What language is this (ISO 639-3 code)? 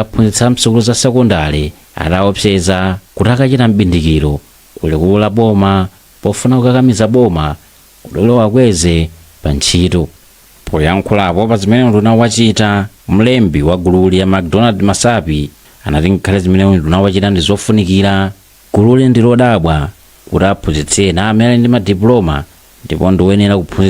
nya